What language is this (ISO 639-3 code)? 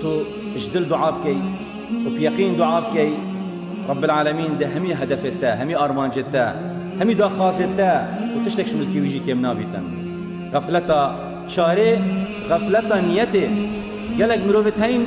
kur